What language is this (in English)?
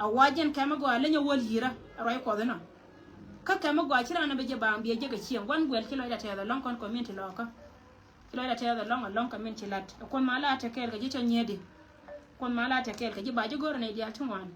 Nuer